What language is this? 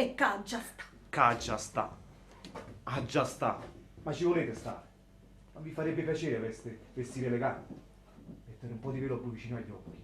Neapolitan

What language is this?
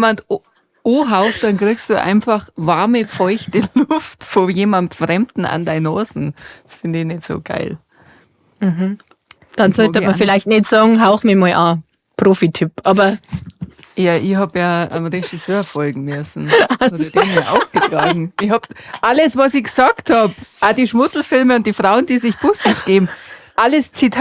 Bavarian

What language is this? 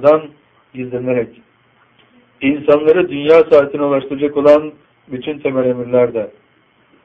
Turkish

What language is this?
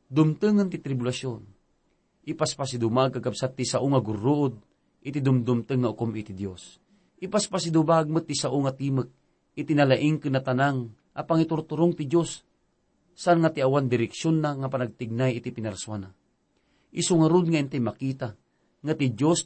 Iloko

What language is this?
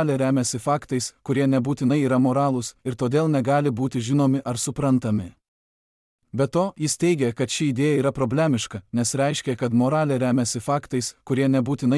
Lithuanian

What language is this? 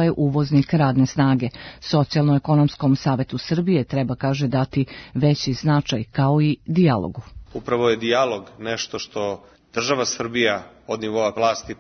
Serbian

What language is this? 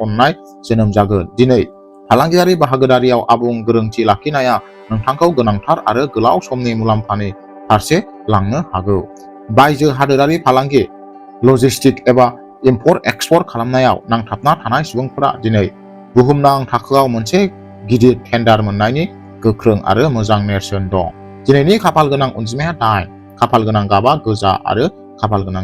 Bodo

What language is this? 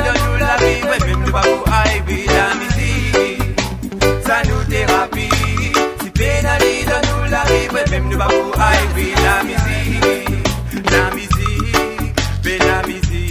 Morisyen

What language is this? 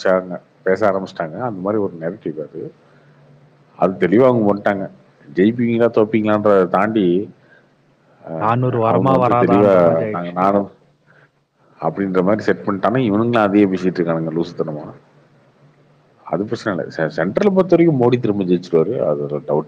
Tamil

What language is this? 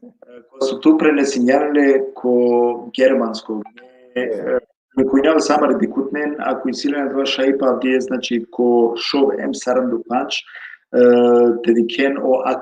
Balkan Romani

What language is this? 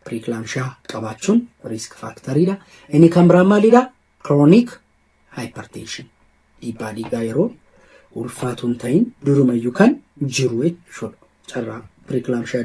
Oromo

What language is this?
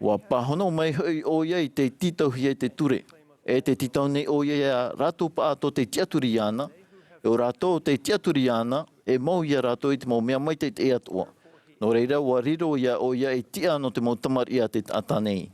Tahitian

